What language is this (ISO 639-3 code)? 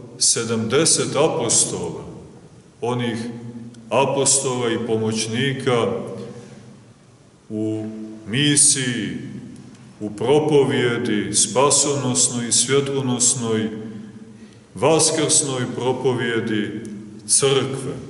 srp